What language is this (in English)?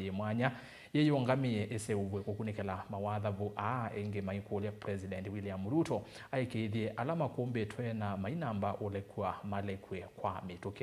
Kamba